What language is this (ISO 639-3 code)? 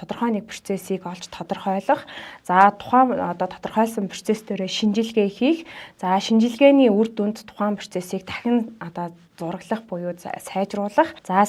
mon